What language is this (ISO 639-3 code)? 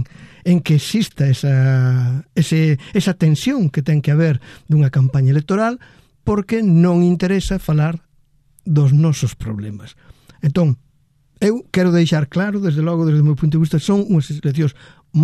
glg